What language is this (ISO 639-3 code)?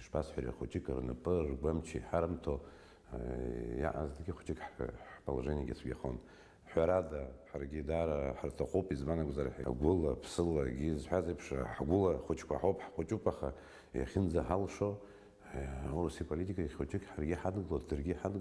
abk